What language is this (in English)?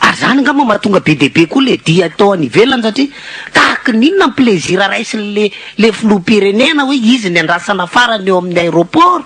Malagasy